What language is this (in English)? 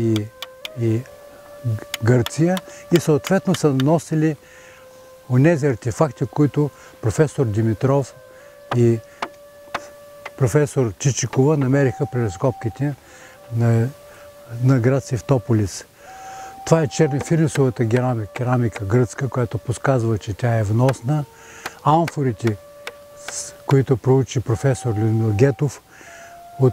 Bulgarian